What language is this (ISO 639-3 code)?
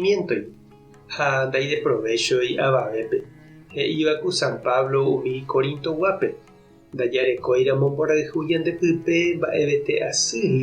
grn